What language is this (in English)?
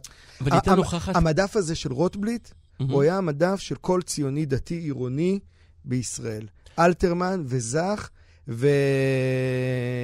Hebrew